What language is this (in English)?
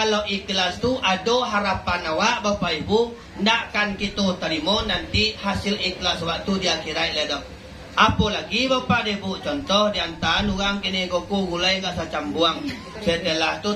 Minangkabau